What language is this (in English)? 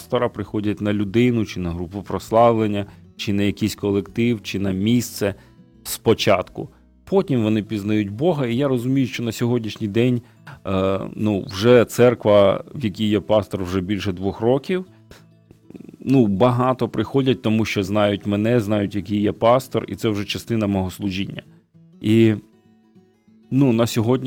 Ukrainian